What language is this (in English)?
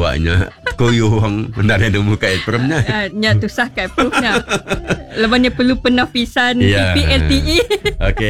Iban